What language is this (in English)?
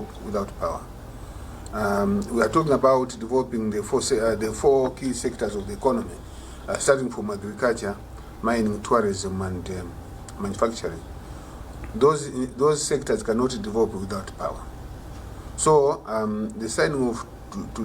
English